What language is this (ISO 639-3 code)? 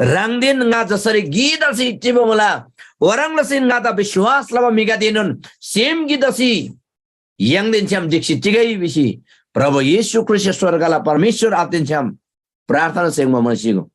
taj